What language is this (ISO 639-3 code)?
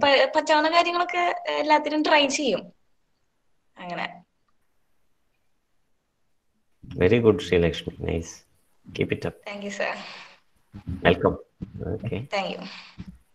mal